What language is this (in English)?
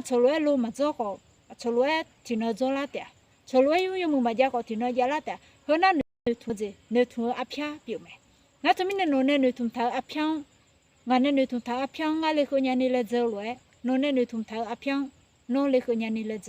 Akha